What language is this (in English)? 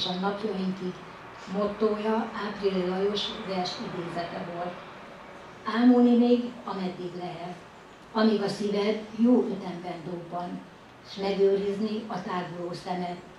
Hungarian